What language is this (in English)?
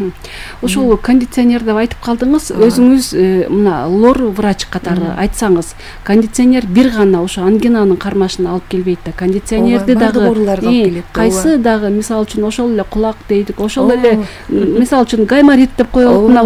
Kyrgyz